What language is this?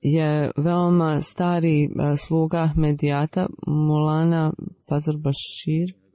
Bosnian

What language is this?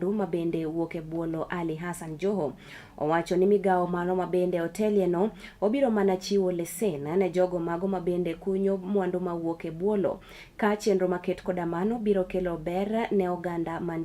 Luo (Kenya and Tanzania)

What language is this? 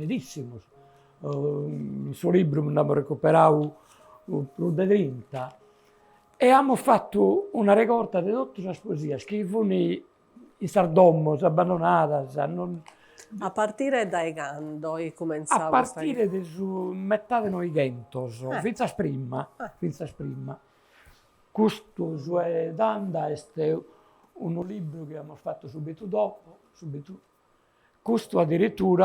Sardinian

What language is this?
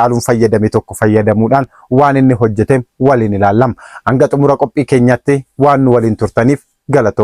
Oromo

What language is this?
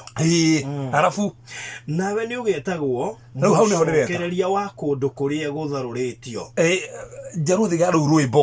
Kikuyu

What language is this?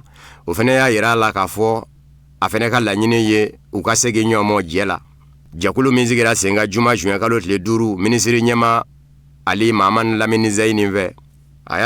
Bambara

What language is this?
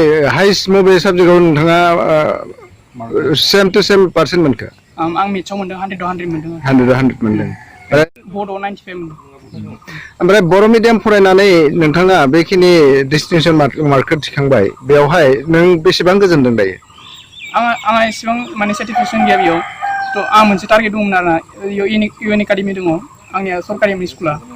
Bodo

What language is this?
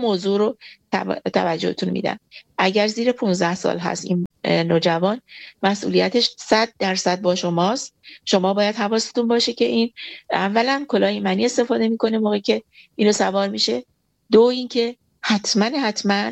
Persian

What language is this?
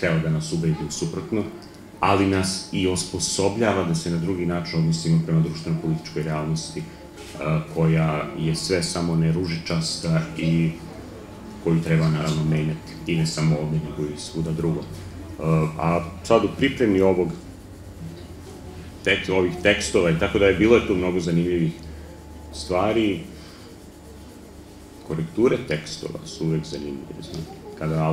Serbian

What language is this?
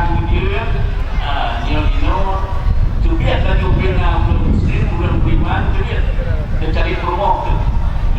Achinese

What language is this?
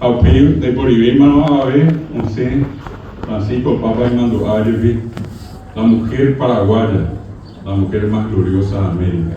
Guarani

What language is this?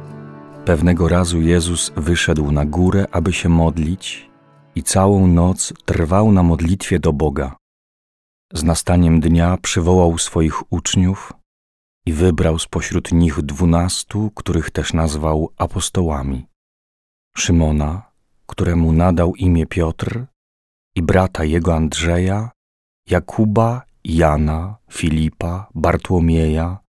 Polish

